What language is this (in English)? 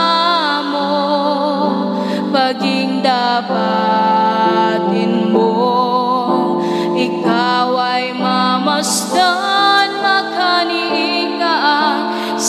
Filipino